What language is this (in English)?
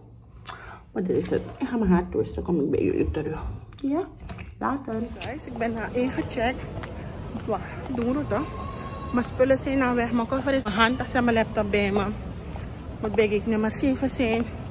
Dutch